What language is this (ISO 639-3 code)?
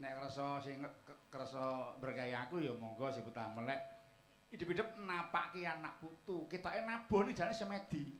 jav